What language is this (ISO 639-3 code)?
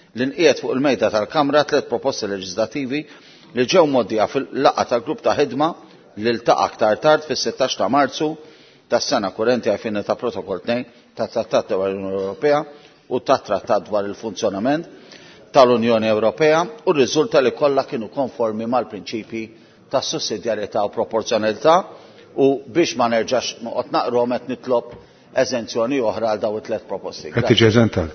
mlt